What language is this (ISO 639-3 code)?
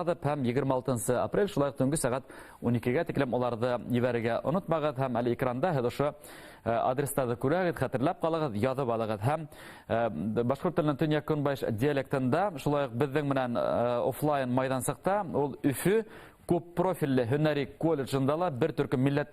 bak